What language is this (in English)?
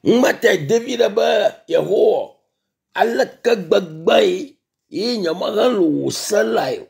Ewe